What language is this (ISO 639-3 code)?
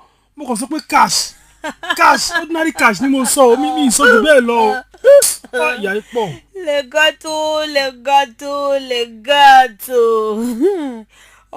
yor